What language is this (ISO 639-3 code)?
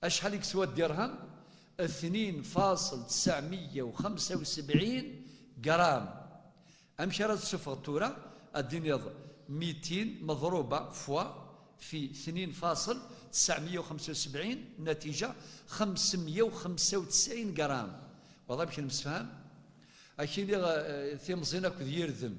kab